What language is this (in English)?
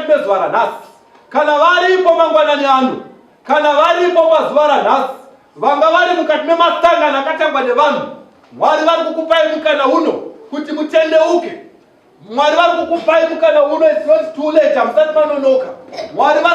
Shona